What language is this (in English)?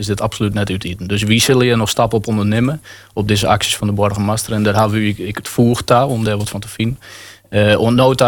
Dutch